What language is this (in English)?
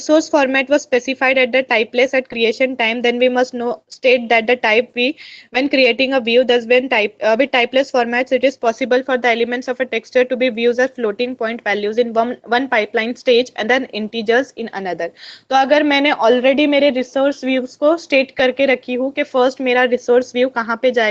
Hindi